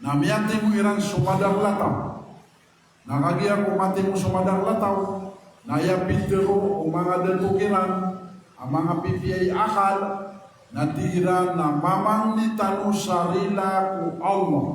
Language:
Maranao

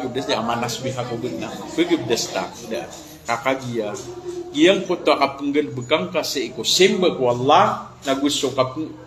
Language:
Maranao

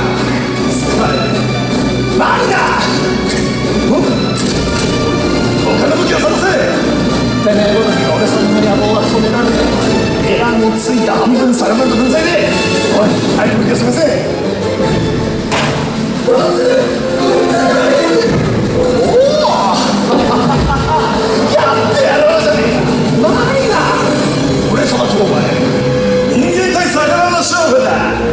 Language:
Japanese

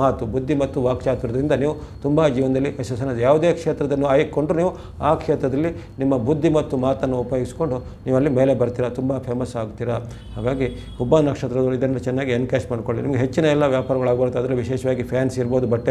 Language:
Kannada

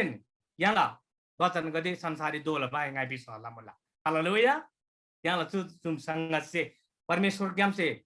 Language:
Eastern Tamang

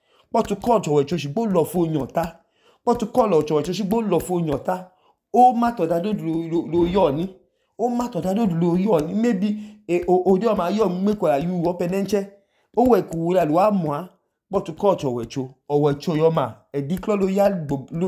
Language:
Idoma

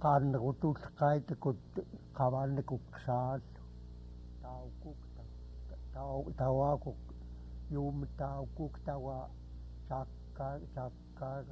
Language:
Central Yupik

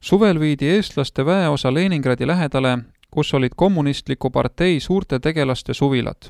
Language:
Estonian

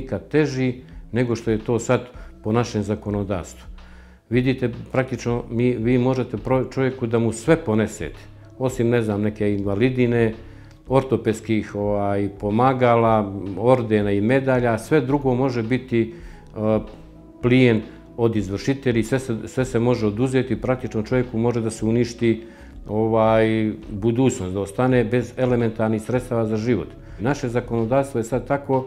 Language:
Bosnian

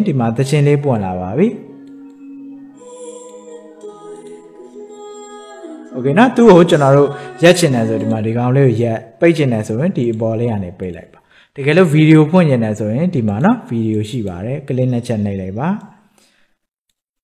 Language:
Burmese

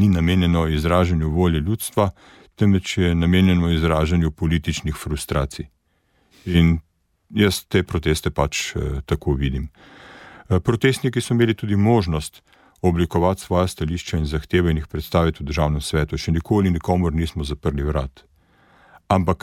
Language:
Slovenian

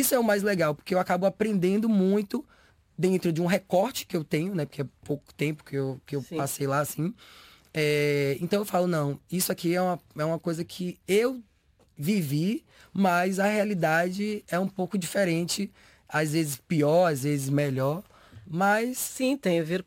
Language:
Portuguese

